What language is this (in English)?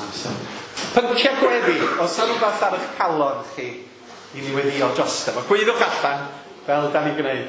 Welsh